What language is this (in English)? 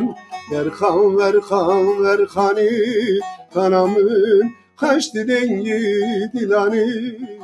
Turkish